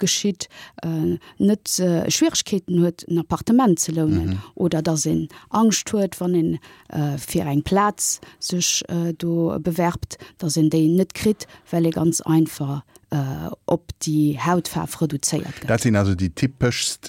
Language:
Luxembourgish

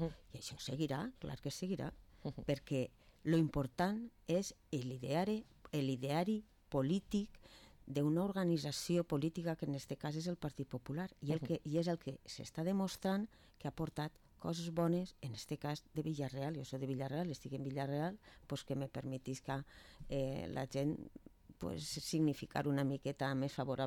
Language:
Catalan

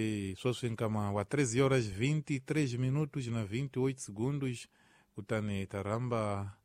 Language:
Tsonga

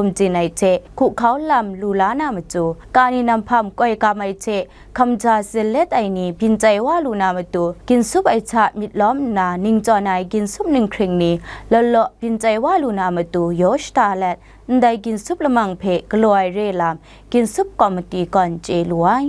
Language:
Kachin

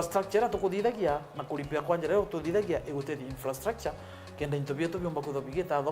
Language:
Meru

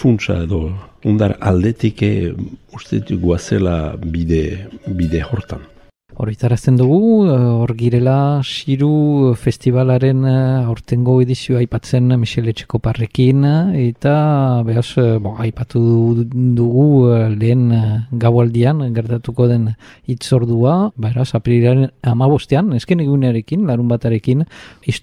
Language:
Basque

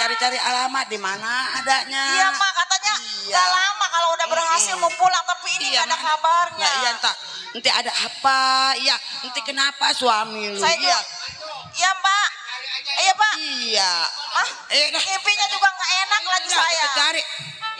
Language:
Betawi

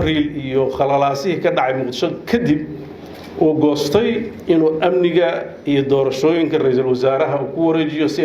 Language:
Somali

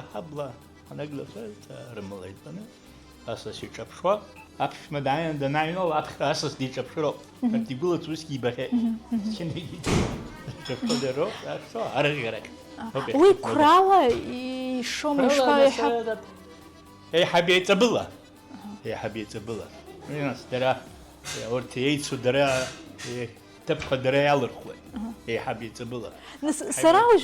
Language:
Abkhazian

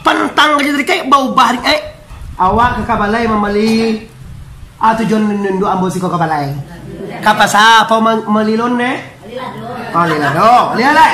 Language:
Minangkabau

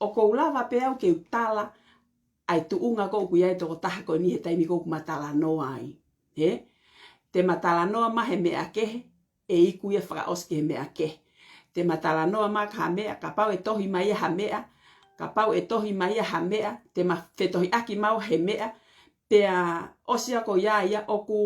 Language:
Tongan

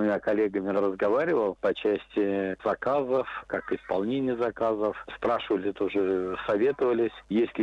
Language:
Russian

